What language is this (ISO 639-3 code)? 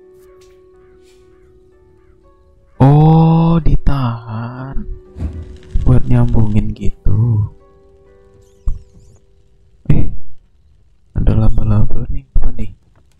ind